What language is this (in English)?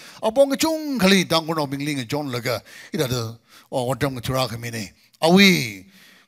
Tangkhul Naga (India)